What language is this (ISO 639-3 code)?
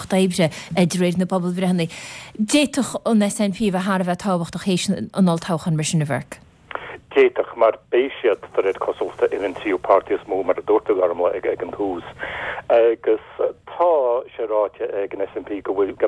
gle